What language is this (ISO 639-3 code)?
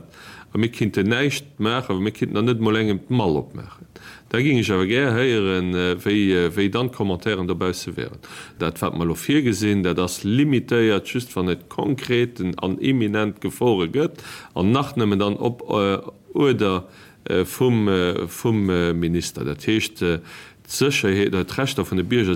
ltz